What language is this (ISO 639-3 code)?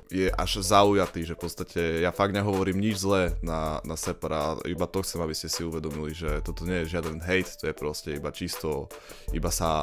slk